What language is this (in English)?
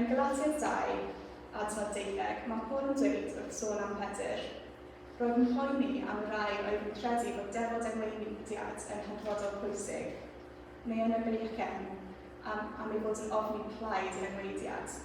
Welsh